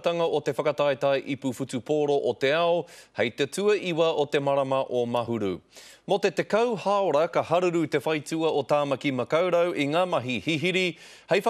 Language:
Māori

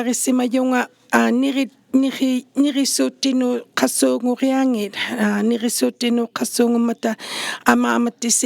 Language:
Inuktitut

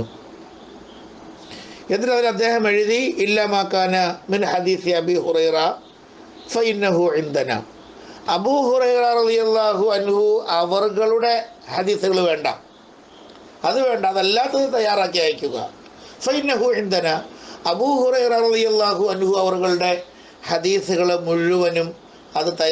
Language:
Malayalam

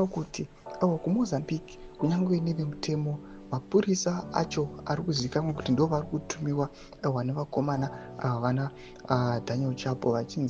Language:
Shona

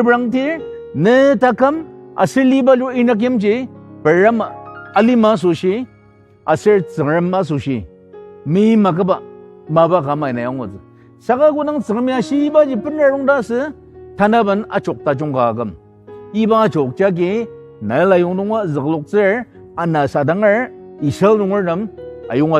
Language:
Ao Naga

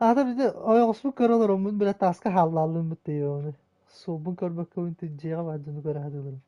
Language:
Yakut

